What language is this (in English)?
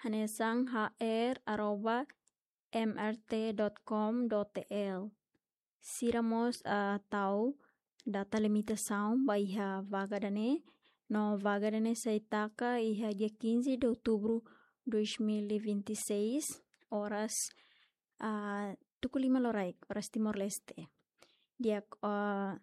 Tetum